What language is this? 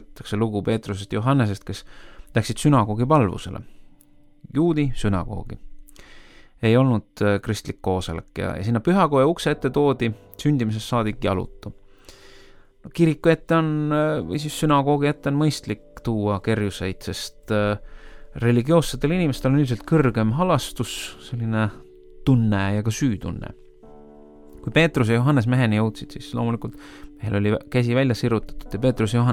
Estonian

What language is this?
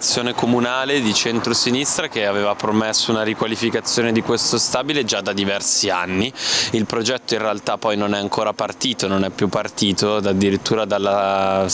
Italian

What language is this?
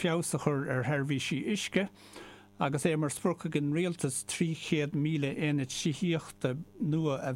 Irish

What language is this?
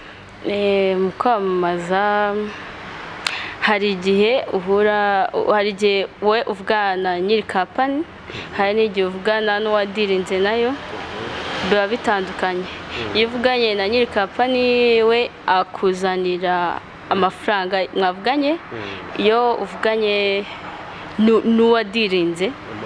Kinyarwanda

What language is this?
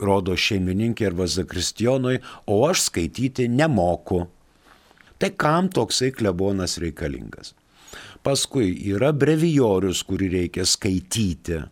Lithuanian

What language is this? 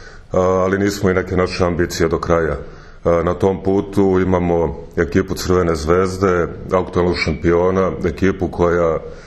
Serbian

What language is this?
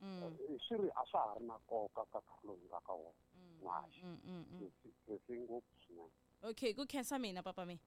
Tsonga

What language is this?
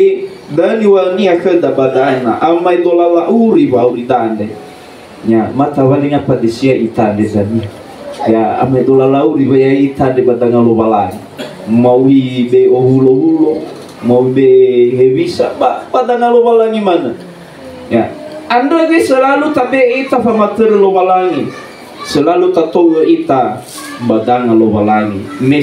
Nias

